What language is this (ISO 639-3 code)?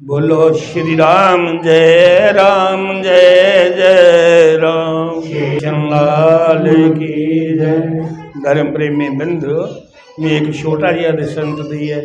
doi